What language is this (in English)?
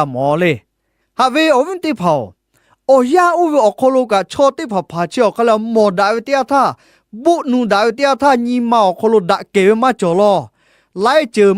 Lahu